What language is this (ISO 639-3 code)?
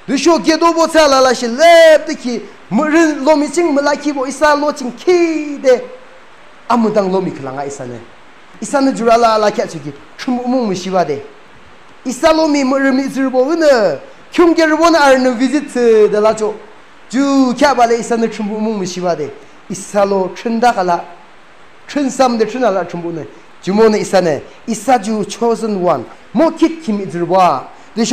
yim